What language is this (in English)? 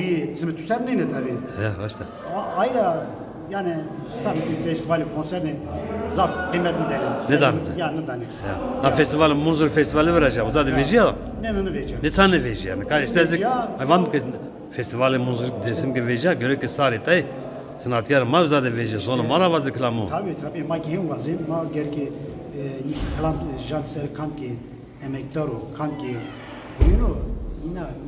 Zaza